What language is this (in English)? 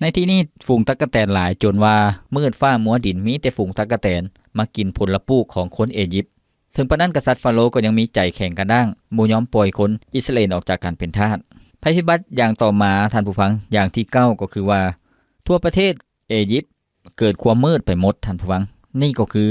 Lao